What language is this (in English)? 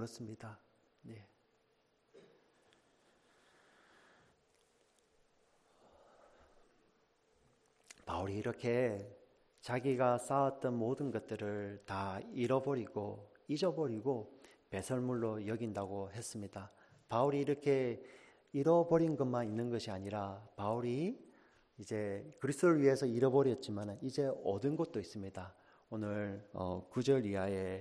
Korean